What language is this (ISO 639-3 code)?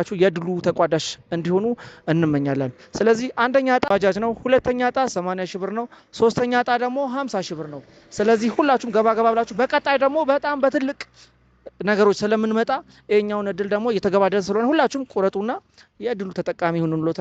amh